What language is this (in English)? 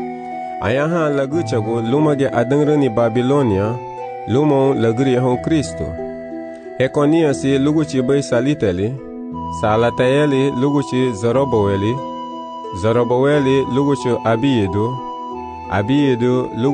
Garifuna